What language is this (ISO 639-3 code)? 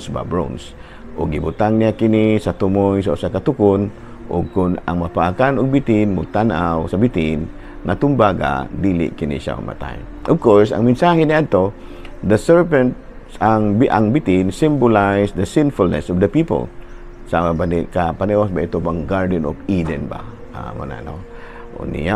ceb